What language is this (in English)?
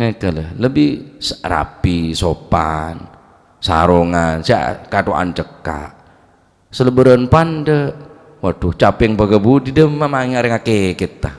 Madurese